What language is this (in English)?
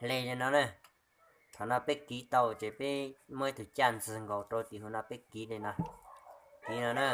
Hmong